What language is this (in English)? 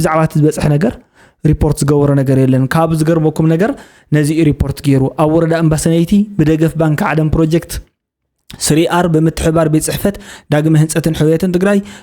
Tigrinya